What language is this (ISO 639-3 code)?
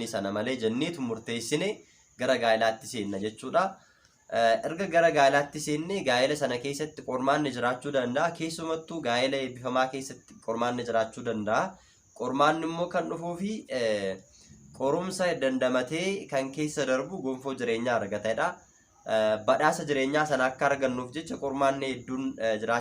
orm